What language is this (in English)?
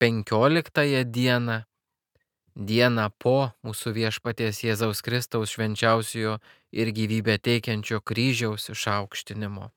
Lithuanian